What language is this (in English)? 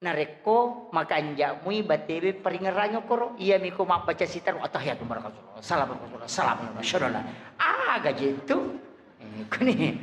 Buginese